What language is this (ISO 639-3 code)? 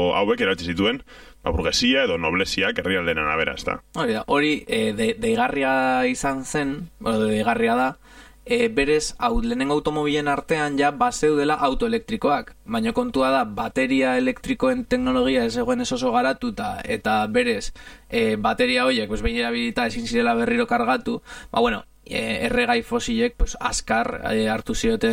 eus